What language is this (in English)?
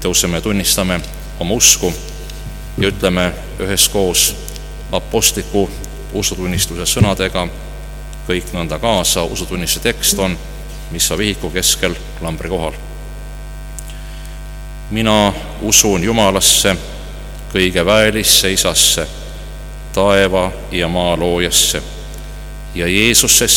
Estonian